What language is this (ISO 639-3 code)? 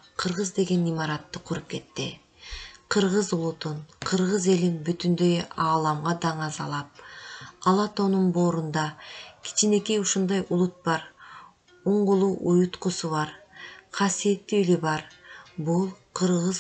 kir